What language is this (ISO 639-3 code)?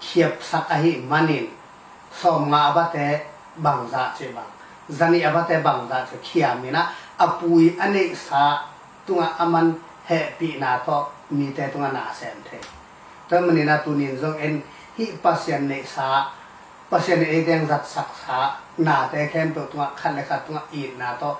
ctd